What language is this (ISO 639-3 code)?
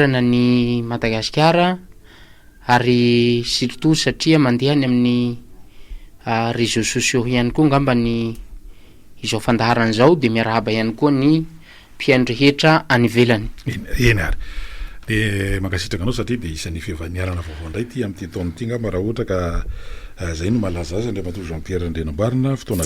mlg